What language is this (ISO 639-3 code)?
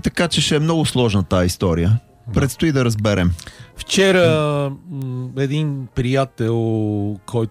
bul